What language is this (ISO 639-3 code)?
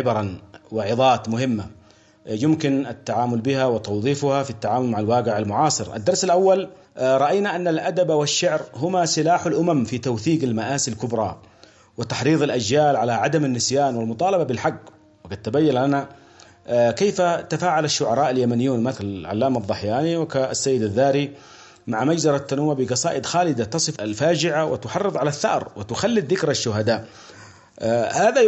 ara